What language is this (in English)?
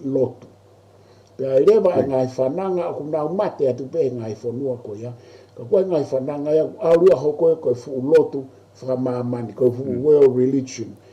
Tongan